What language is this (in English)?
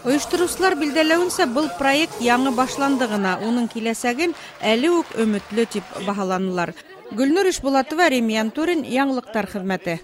Bashkir